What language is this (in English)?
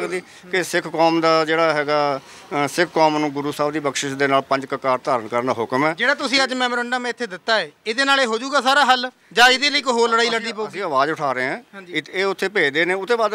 Punjabi